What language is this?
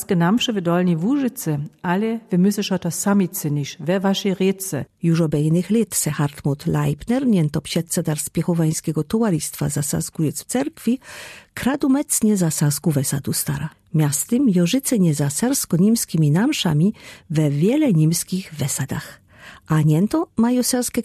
Lower Sorbian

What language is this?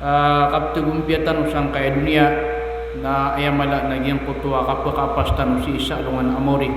Maranao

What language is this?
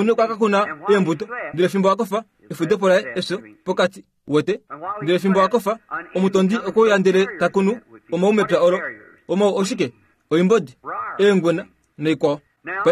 Kuanyama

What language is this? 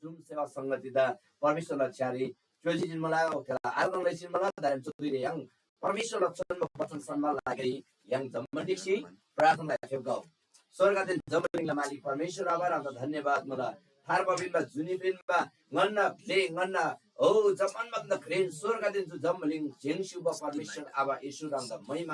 Eastern Tamang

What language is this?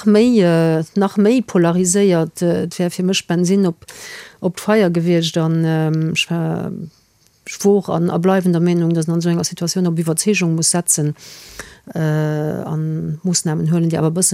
Luxembourgish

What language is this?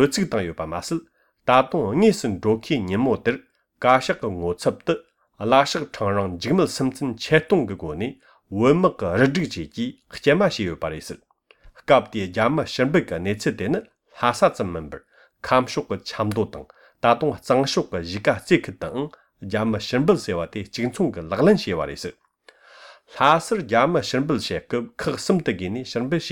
Latvian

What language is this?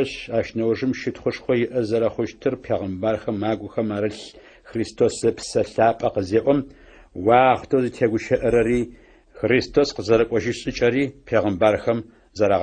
Adyghe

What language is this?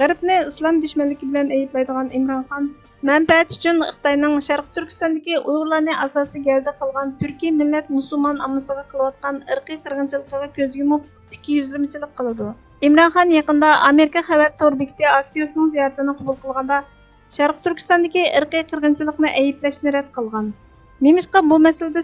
Uyghur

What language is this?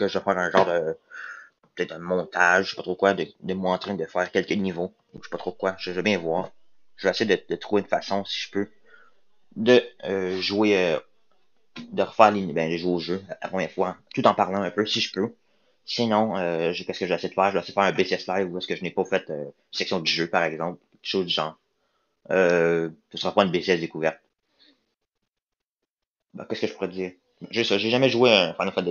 French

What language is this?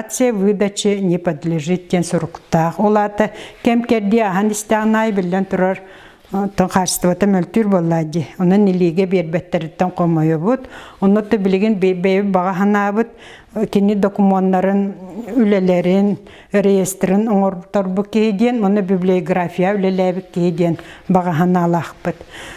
Yakut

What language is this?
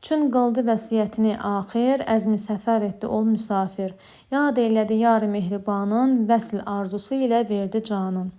Azerbaijani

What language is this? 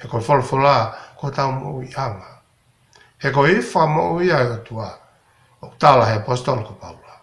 Tongan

